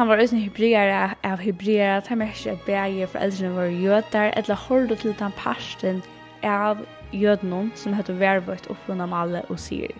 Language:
Faroese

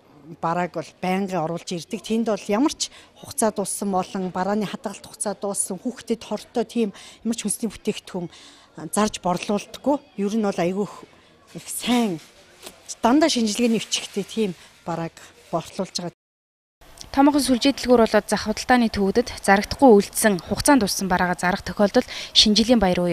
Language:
Mongolian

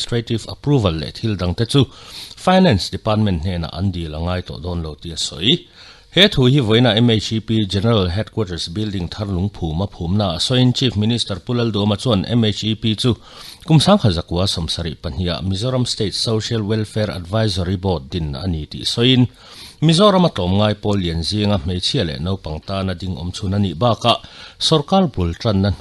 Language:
Mizo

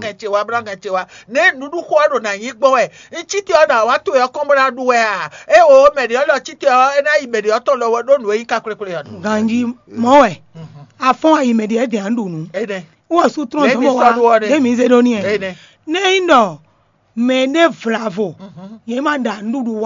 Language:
Fon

